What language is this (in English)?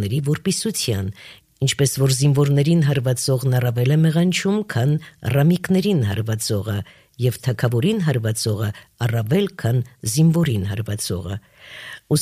Armenian